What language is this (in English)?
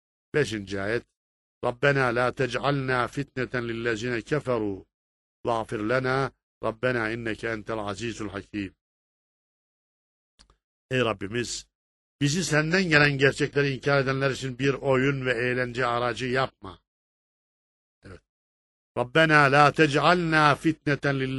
Turkish